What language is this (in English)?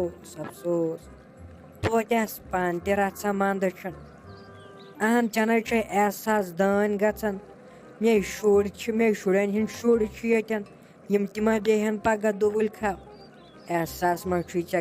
Kashmiri